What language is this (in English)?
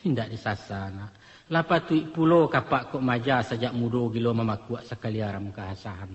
Minangkabau